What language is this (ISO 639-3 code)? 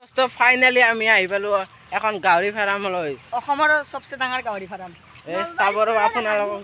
asm